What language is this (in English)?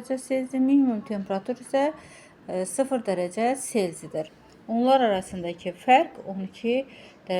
Azerbaijani